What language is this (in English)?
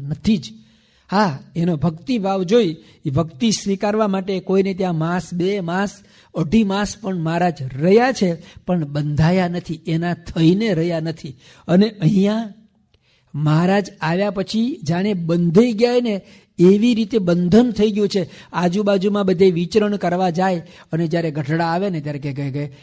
Gujarati